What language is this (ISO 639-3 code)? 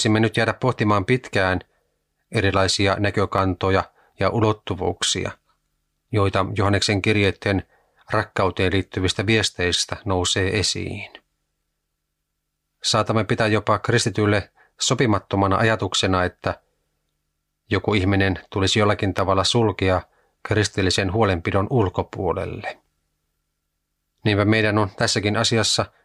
fin